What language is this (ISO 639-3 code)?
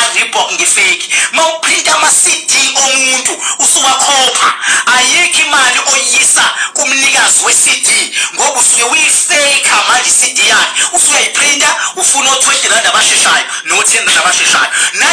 zul